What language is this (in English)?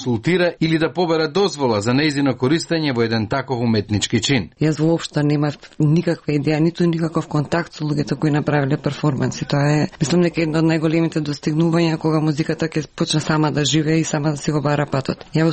Macedonian